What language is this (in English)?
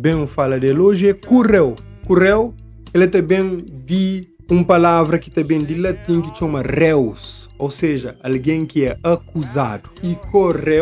Kabuverdianu